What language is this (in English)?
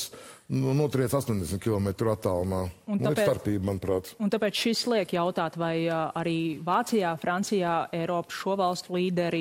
Latvian